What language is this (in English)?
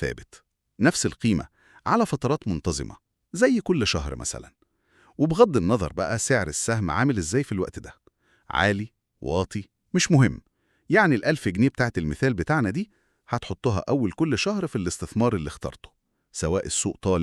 Egyptian Arabic